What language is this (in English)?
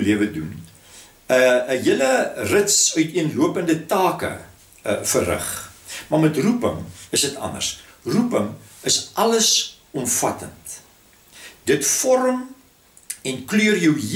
Afrikaans